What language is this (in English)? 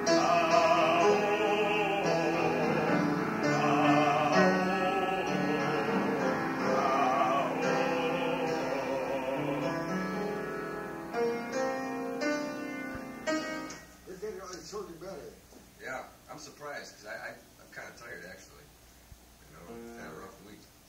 English